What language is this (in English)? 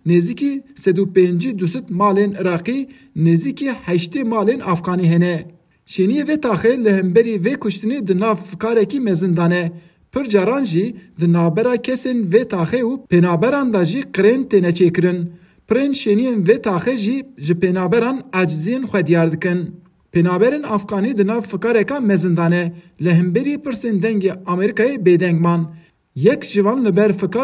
Kurdish